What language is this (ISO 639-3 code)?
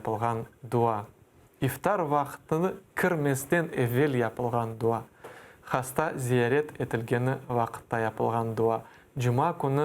crh